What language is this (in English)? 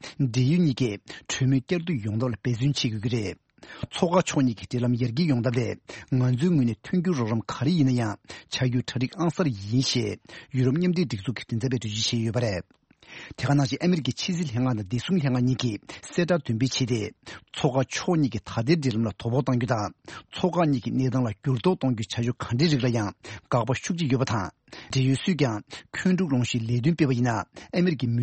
Tibetan